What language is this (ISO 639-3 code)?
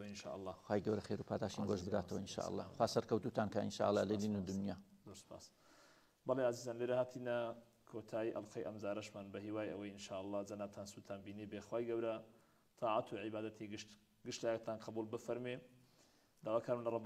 ckb